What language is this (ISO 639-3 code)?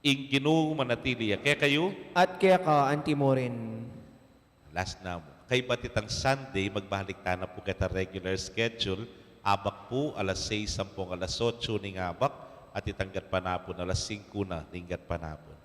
pam